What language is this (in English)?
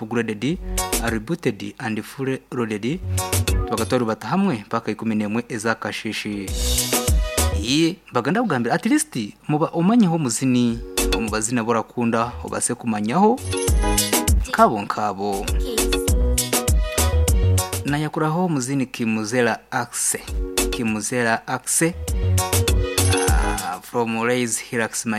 Kinyarwanda